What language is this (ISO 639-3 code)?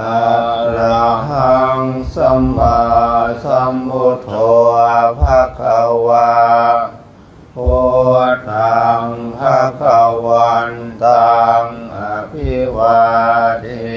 pli